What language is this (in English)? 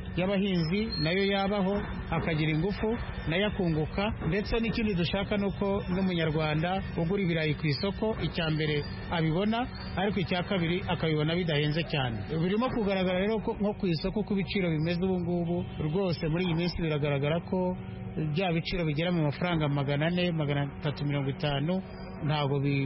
Kinyarwanda